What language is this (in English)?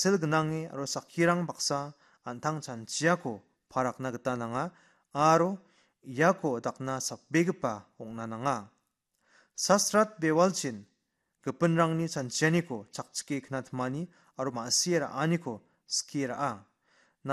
Garo